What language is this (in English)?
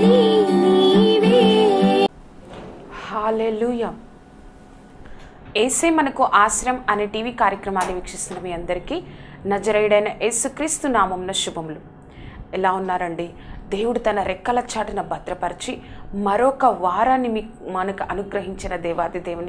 Telugu